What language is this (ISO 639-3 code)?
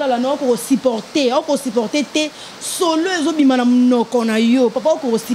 lin